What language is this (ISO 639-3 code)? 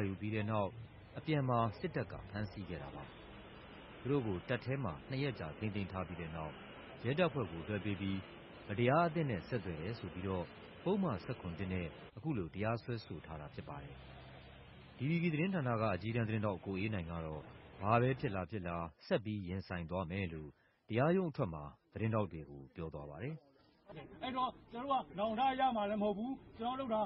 mya